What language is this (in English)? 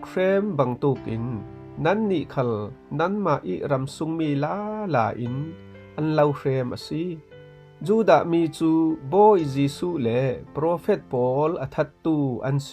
Falam Chin